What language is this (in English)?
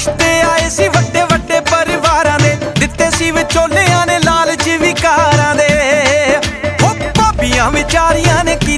Punjabi